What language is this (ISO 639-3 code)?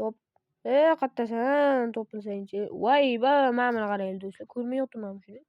uzb